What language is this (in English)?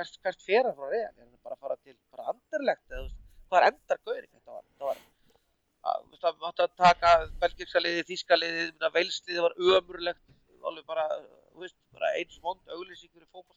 Icelandic